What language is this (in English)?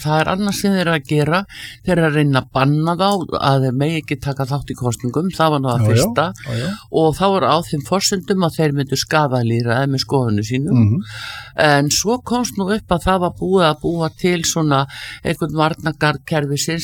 Icelandic